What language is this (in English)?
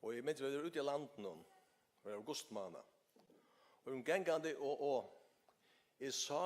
Faroese